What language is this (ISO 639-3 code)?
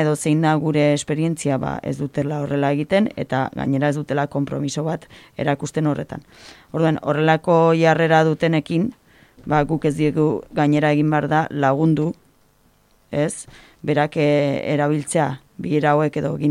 eus